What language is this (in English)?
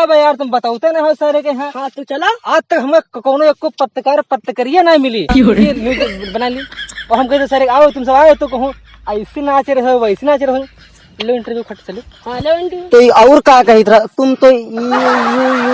Awadhi